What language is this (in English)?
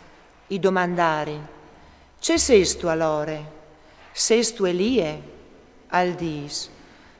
Friulian